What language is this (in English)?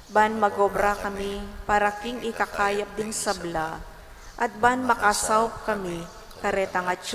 Pampanga